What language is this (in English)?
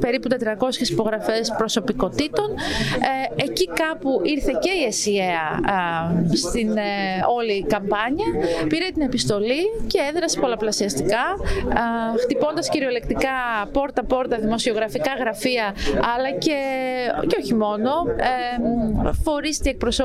Greek